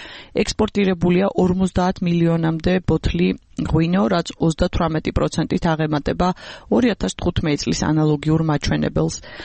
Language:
Georgian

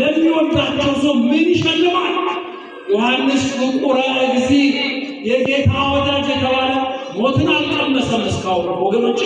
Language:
Amharic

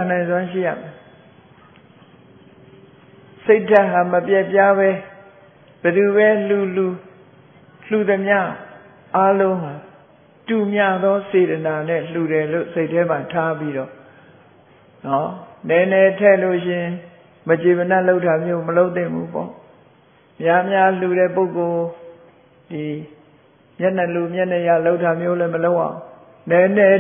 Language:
Burmese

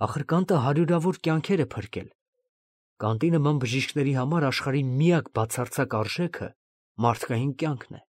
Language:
Armenian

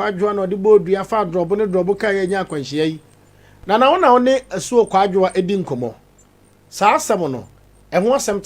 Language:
Akan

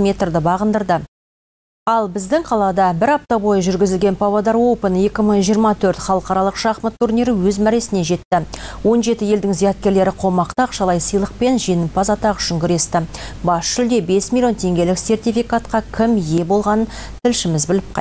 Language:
Kazakh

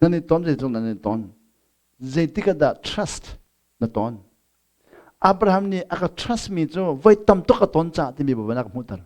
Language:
Hakha Chin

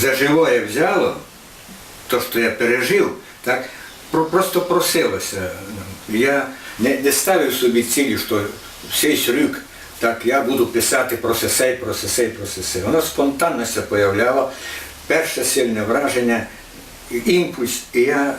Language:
Rusyn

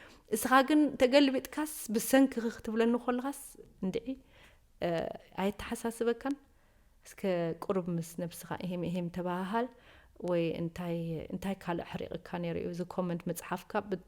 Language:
Tigrinya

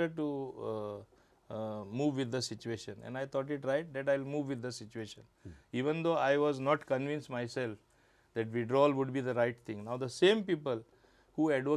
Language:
Konkani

